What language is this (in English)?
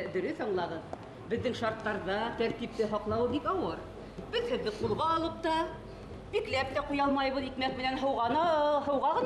Bashkir